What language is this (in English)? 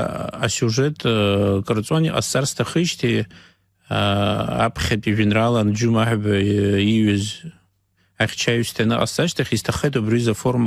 Abkhazian